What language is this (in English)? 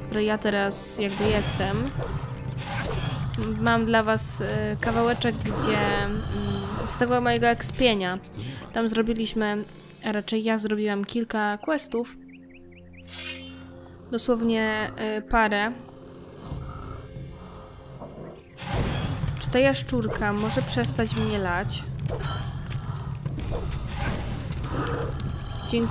Polish